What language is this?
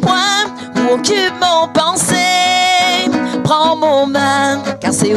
Réunion Creole French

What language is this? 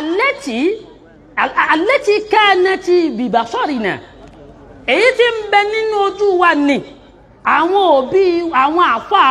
Yoruba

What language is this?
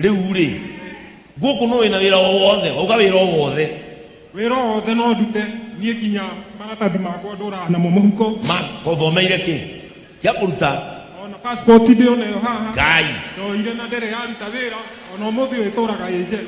Kikuyu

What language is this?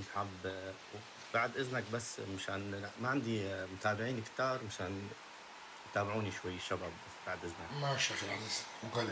North Levantine Arabic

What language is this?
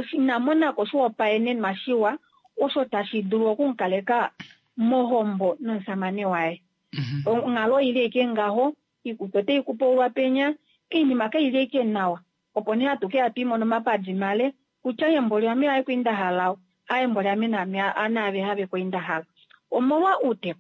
Kuanyama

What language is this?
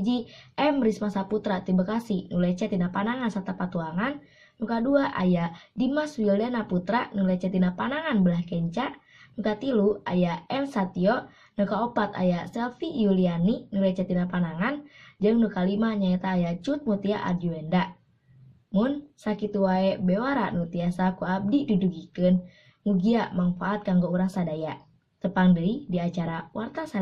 Sundanese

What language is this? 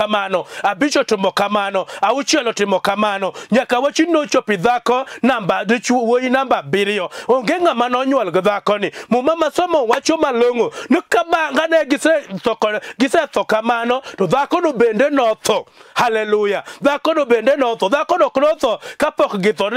Luo (Kenya and Tanzania)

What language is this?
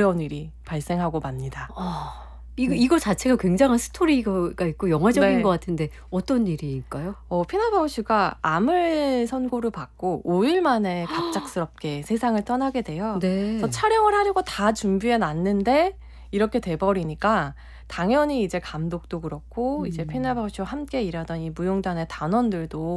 Korean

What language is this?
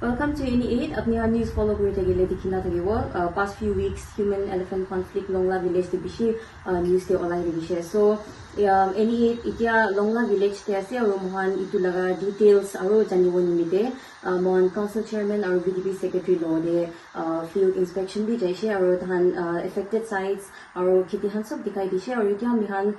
Naga Pidgin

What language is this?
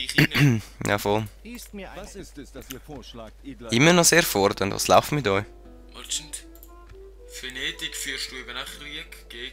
Swiss German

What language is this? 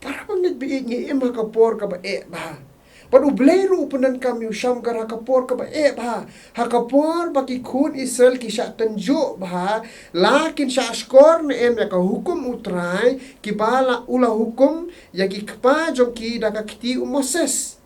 Khasi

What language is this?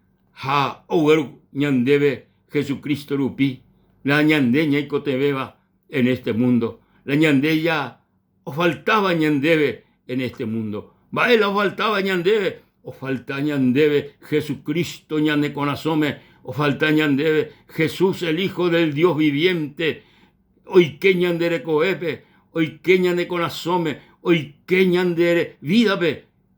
Guarani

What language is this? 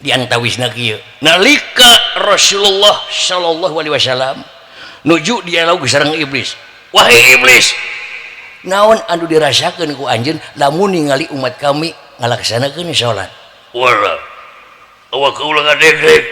Sundanese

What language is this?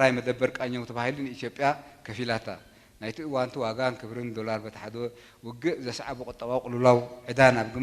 Tigrinya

